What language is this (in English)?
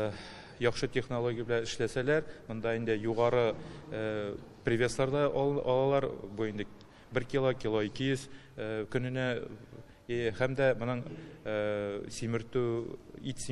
Tatar